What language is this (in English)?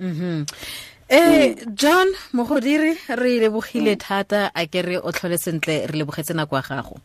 Tswana